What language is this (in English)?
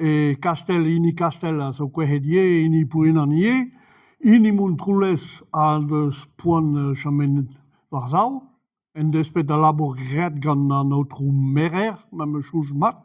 Breton